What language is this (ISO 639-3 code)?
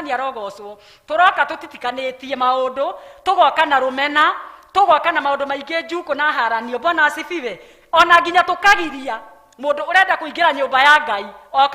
kik